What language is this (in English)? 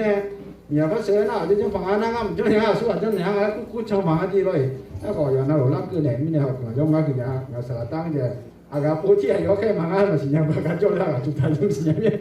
Akha